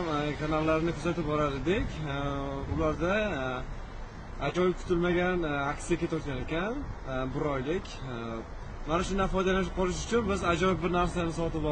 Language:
Uzbek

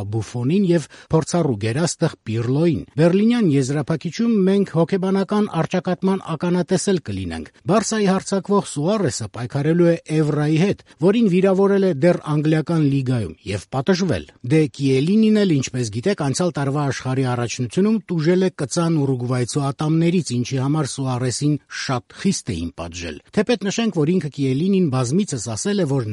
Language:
Armenian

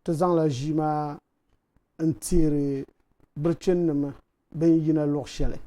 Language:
Dagbani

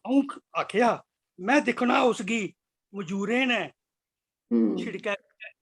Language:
Dogri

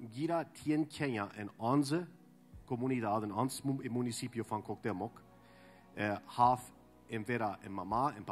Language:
Plautdietsch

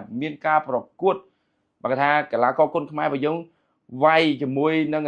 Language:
Khmer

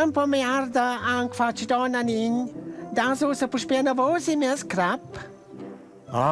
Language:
Romansh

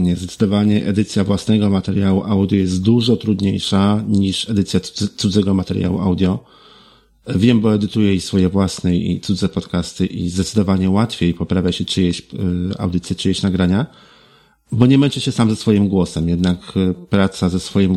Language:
Polish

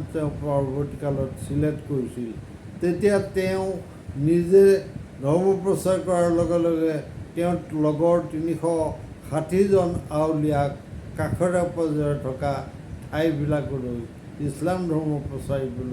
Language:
Assamese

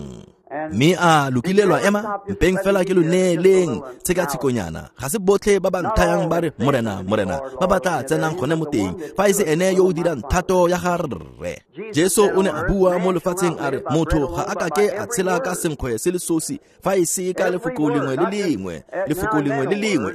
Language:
Tswana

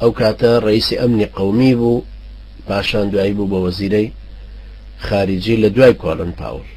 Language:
Central Kurdish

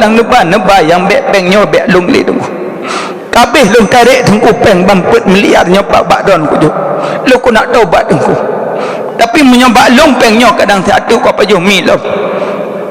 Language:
Achinese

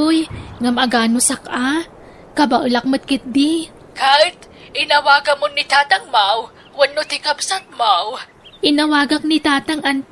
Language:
Iloko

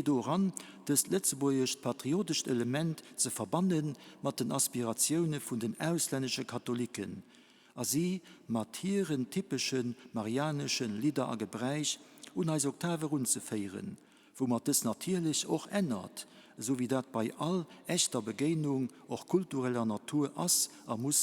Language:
Luxembourgish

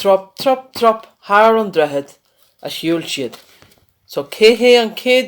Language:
Irish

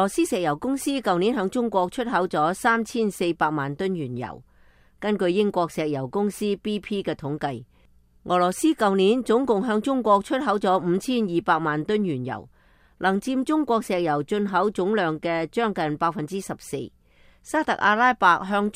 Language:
Cantonese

